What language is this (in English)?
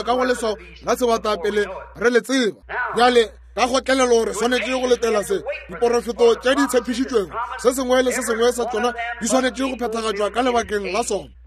Northern Sotho